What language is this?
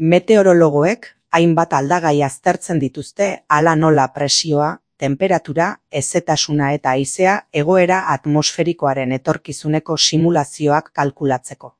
Basque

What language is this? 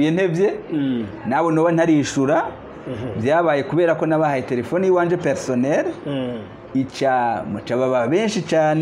Rundi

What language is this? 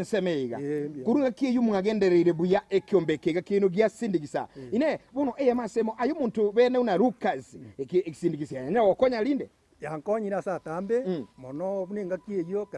Gusii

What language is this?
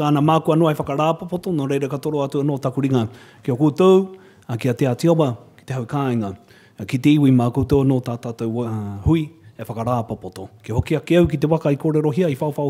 Māori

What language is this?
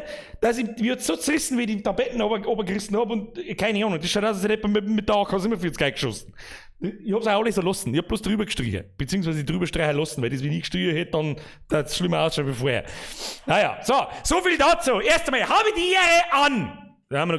Bavarian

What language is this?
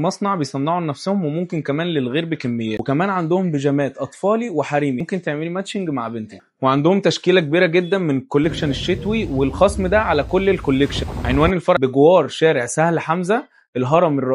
Egyptian Arabic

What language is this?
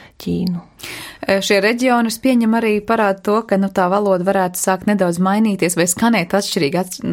Latvian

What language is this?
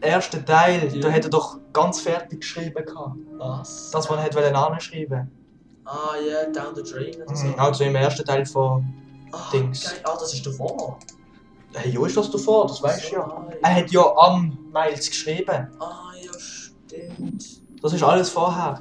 Swiss German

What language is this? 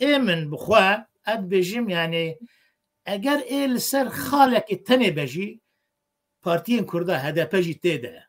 Kurdish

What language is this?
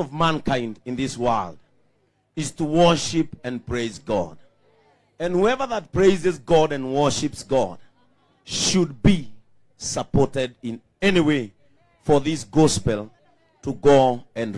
Kikuyu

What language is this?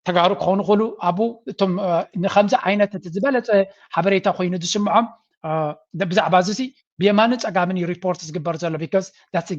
Tigrinya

